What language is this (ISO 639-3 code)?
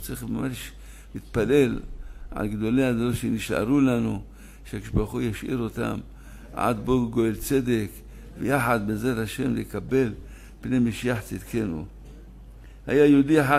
heb